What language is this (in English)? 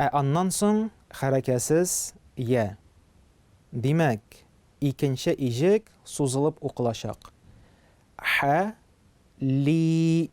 Tatar